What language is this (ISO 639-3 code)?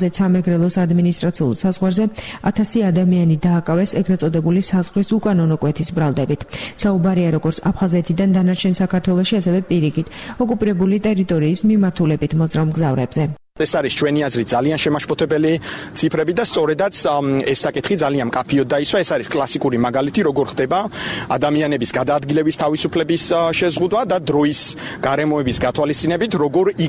kat